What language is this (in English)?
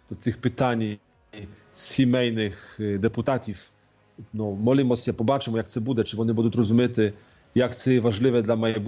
Ukrainian